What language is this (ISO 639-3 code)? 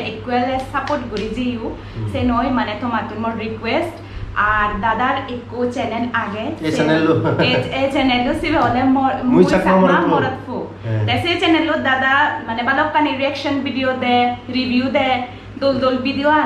ccp